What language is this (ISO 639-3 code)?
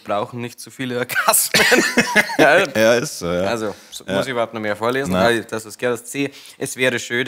bar